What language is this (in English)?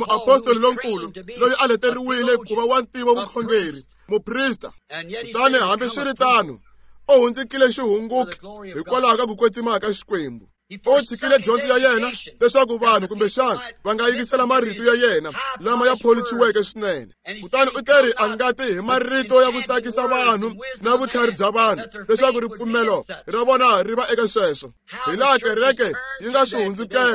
Tsonga